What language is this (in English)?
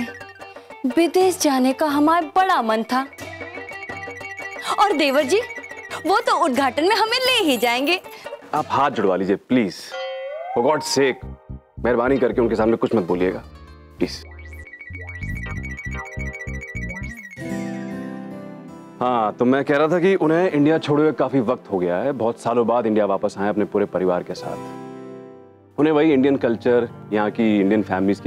Hindi